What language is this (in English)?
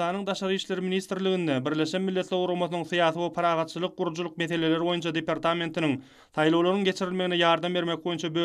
Turkmen